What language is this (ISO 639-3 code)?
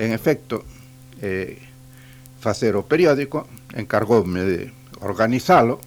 glg